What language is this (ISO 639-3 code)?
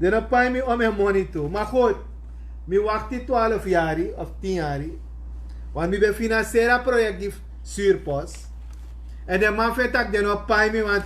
srn